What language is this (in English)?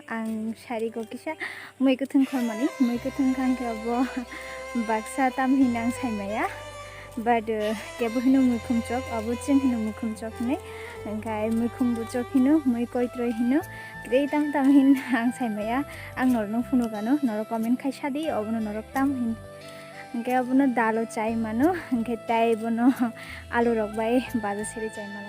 Kok Borok